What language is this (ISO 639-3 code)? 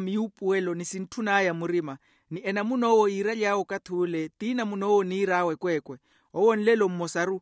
vmw